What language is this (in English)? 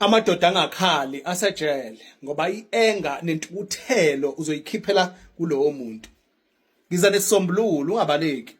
Zulu